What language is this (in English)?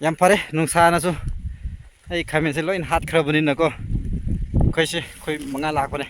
Manipuri